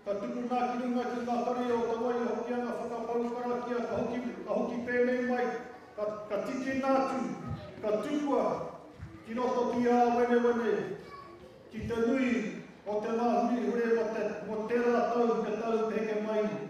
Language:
Māori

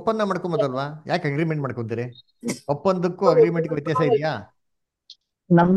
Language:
Kannada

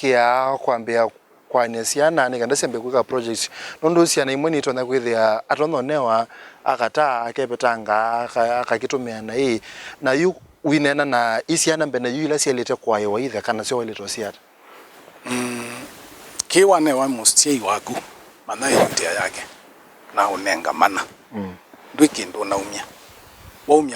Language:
Kamba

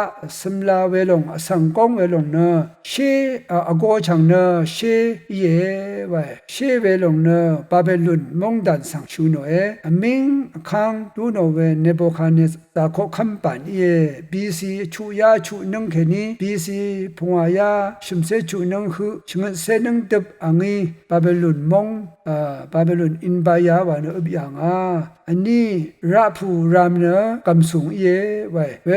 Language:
Rawang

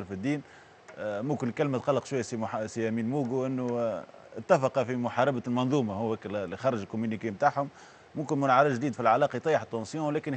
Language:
Tunisian Arabic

